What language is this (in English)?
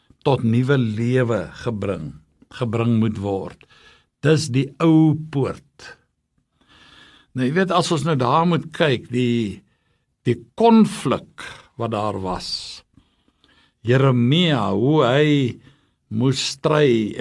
Afrikaans